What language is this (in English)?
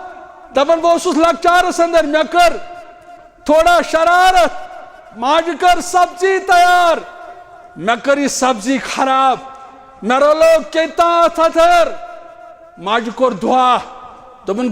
Kashmiri